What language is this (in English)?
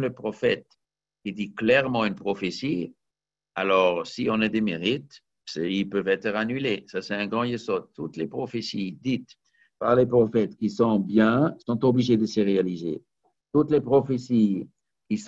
French